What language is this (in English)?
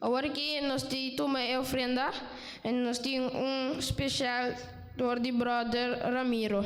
Papiamento